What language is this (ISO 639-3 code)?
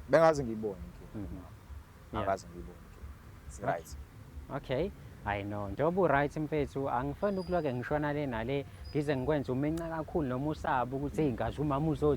zul